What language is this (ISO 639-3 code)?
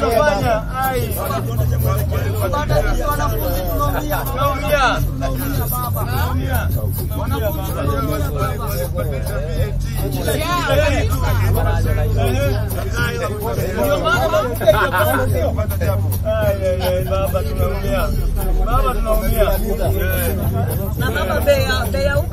swa